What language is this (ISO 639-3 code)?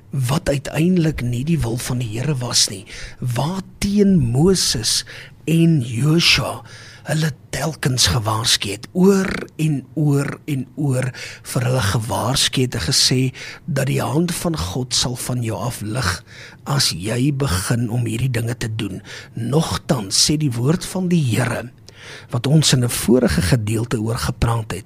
afr